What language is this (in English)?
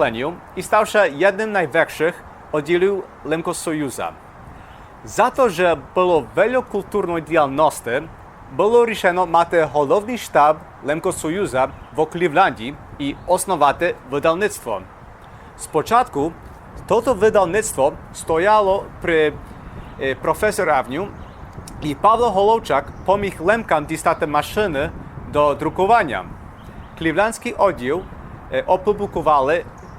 Rusyn